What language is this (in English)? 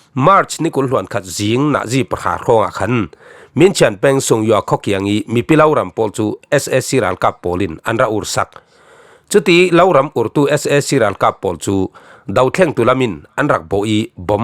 Falam Chin